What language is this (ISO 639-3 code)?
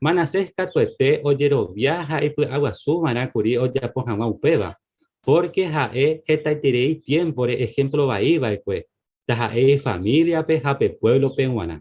grn